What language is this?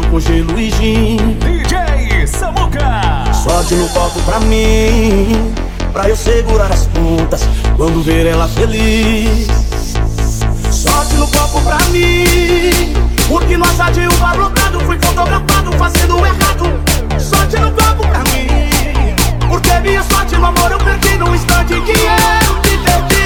Portuguese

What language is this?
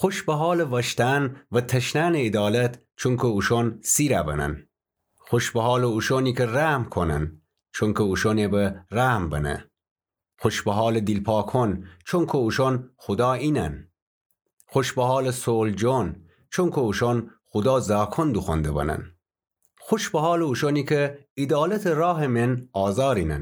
Gilaki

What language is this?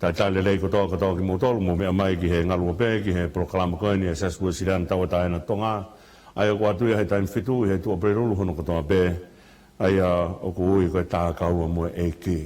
Tongan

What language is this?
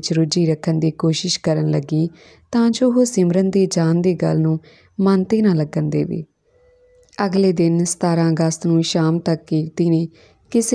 Punjabi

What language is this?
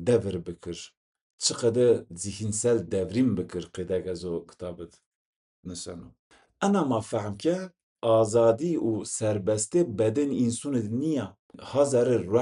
Zaza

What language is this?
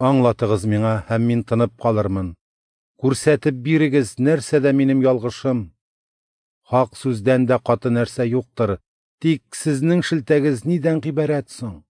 Tatar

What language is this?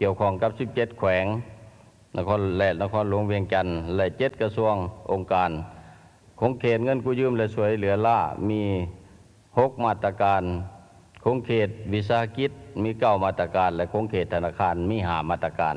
Lao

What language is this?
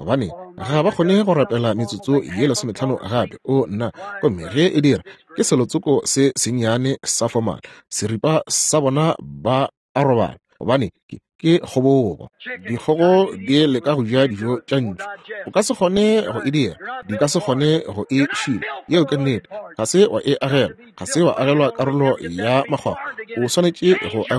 Northern Sotho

